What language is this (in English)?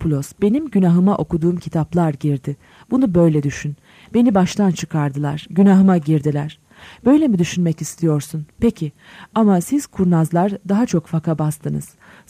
Turkish